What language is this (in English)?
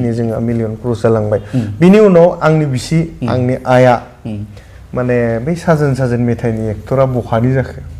Bodo